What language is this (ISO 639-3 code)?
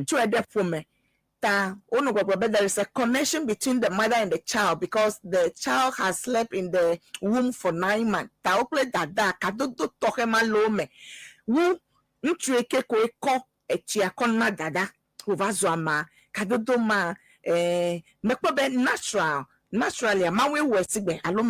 ewe